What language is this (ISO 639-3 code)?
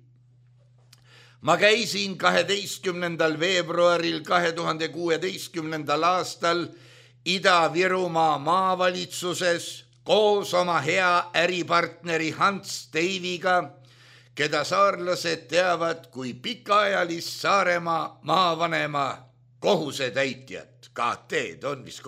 est